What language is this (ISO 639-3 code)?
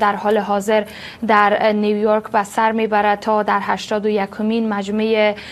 fas